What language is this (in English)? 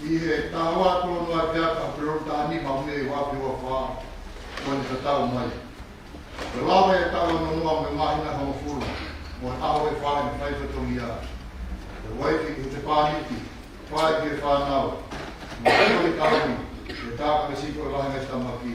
Tongan